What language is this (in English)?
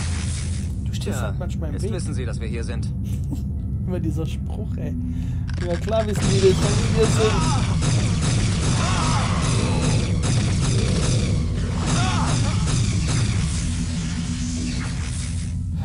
German